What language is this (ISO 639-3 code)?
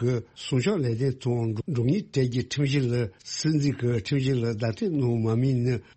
bod